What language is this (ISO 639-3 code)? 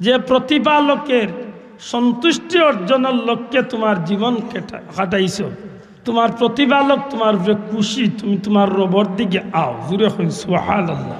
syl